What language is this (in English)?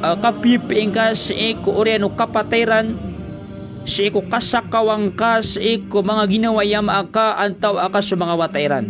Maranao